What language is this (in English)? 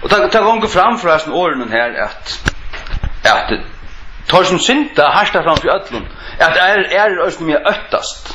Faroese